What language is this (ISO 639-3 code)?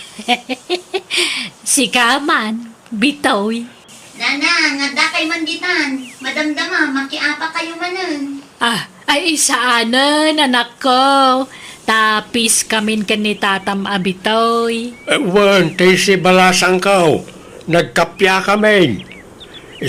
ilo